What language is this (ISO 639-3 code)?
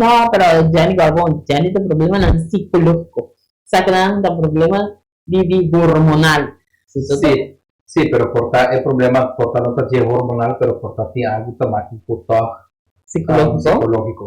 pap